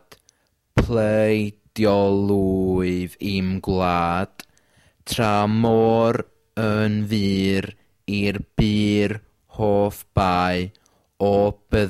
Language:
Welsh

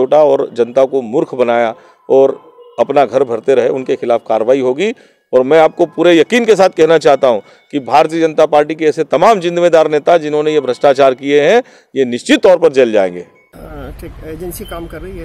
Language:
Hindi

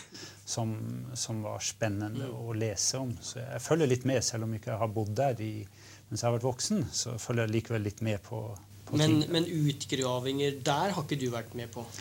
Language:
Norwegian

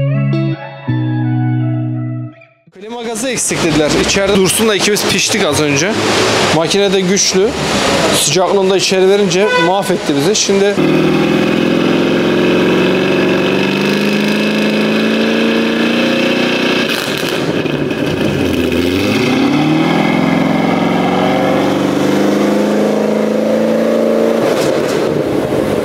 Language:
Turkish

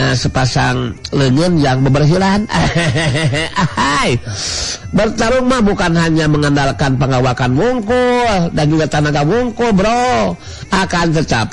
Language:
Sundanese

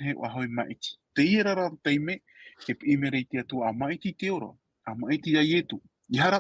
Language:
Tahitian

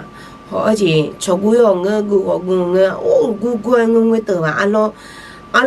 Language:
Akha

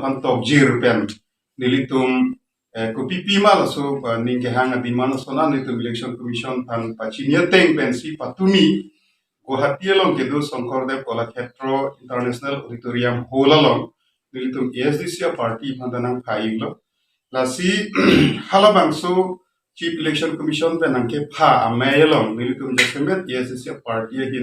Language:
Karbi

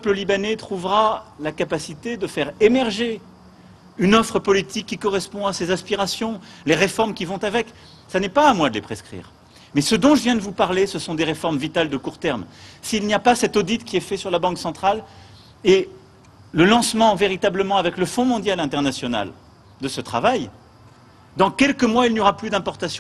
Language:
French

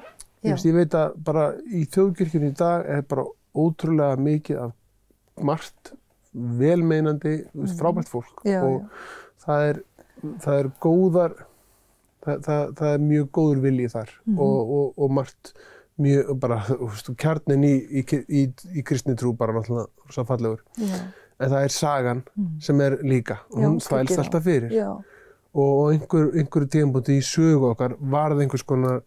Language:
Icelandic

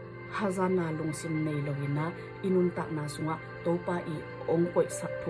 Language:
Tedim Chin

